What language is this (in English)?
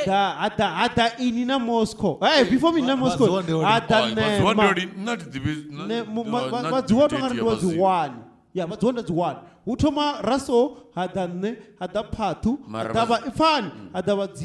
Venda